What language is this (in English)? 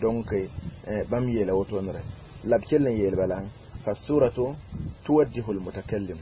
Mossi